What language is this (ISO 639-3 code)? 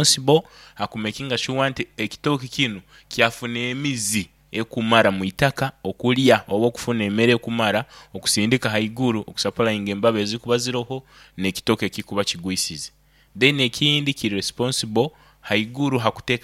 nyo